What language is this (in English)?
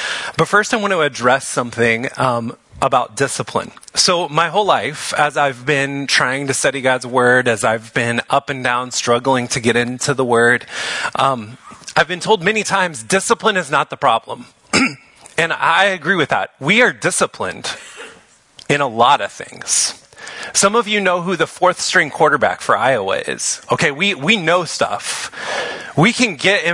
English